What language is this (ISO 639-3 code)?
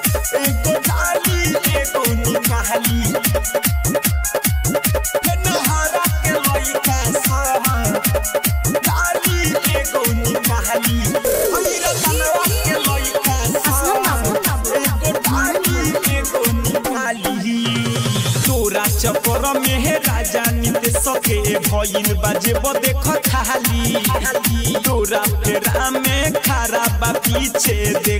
bho